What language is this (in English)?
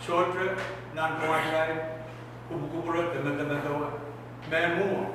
Pohnpeian